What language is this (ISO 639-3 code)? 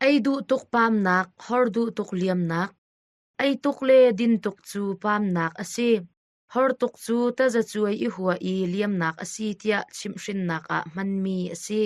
cnh